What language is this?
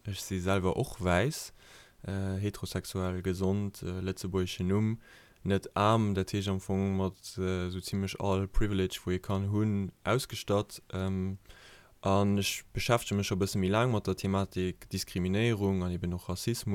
Luxembourgish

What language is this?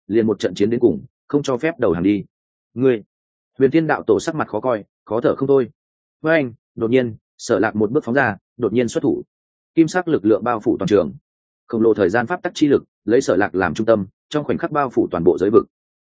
Vietnamese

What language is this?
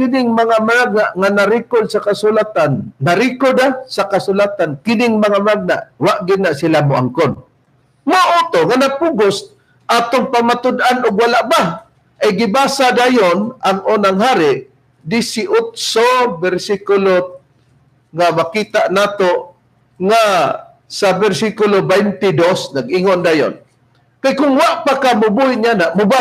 Cebuano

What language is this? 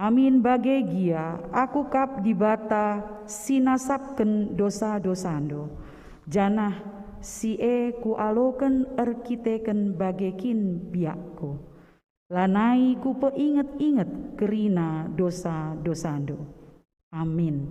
Batak Karo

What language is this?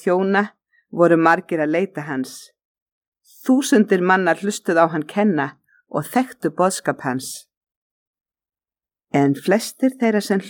Icelandic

